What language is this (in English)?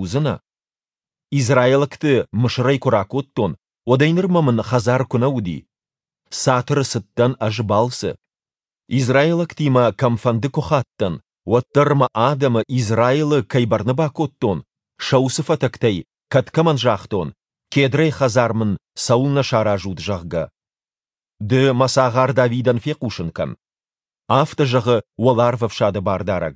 Ossetic